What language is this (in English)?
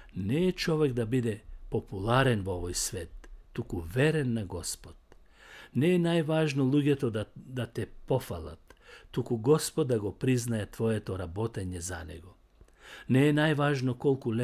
Macedonian